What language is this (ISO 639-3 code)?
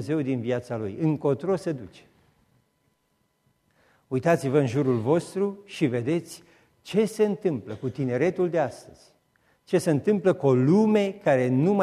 ron